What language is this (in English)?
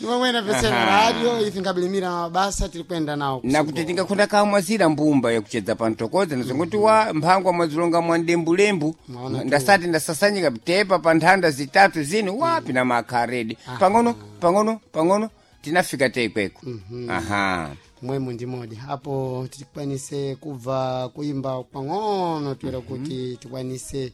Sena